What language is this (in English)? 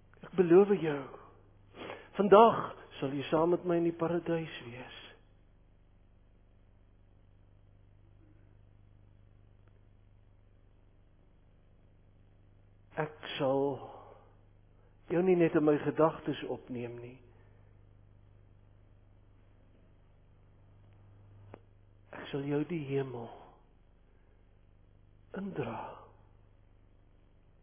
Afrikaans